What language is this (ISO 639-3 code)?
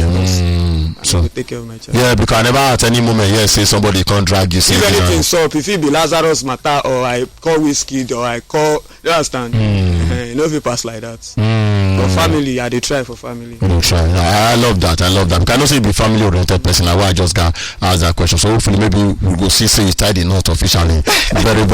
pcm